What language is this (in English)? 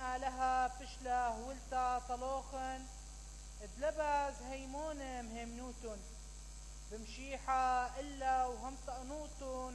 Mesopotamian Arabic